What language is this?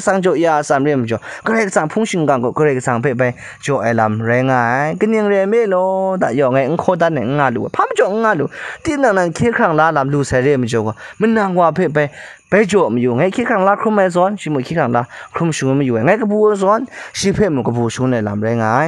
Kachin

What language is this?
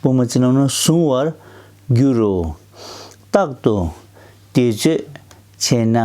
Tibetan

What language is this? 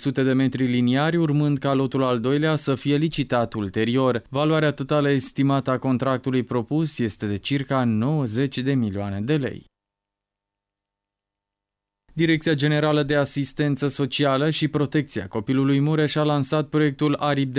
Romanian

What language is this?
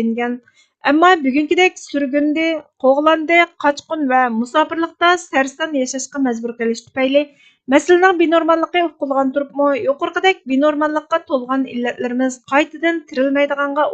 Uyghur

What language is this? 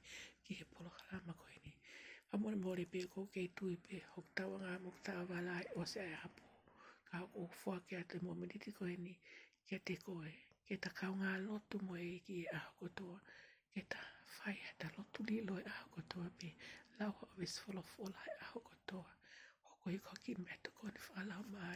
Tongan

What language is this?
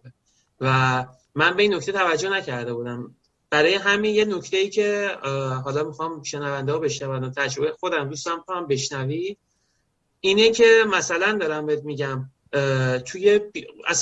Persian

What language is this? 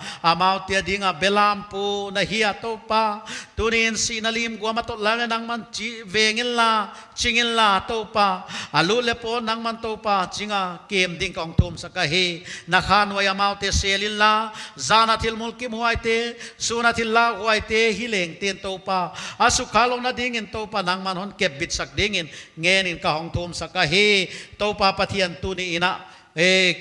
Paite Chin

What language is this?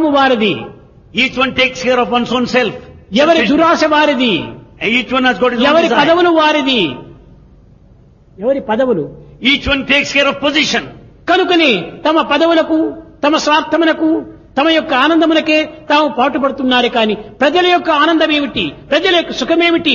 Telugu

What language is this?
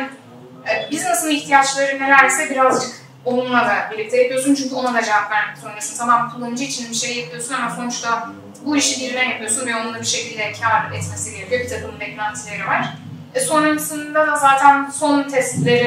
Turkish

